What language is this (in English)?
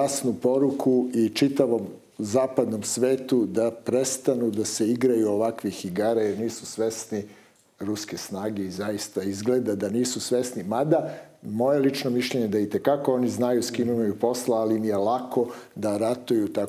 Serbian